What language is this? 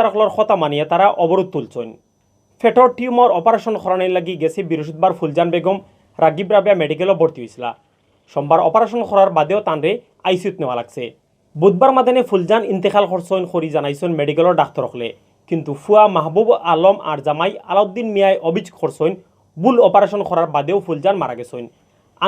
Sylheti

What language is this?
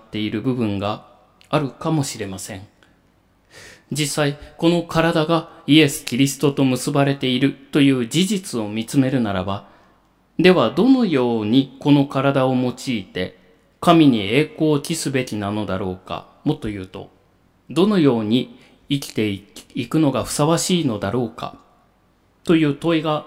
Japanese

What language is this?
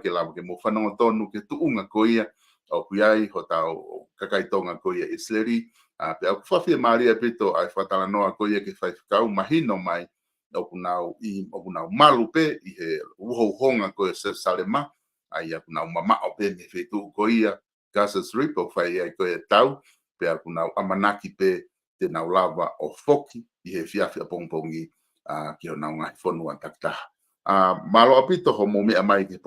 Tongan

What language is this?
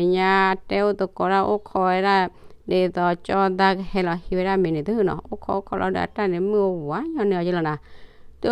S'gaw Karen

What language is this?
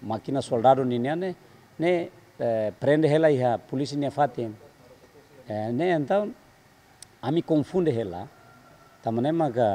Tetum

